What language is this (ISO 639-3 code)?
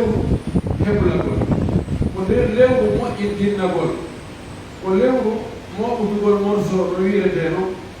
fuf